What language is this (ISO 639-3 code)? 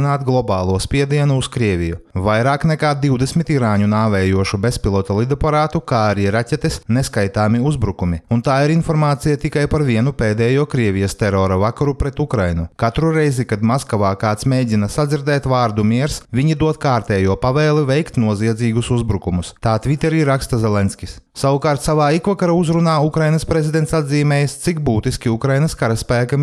lav